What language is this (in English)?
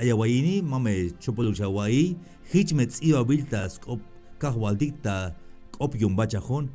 Tzeltal